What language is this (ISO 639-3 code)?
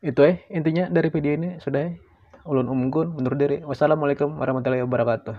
bjn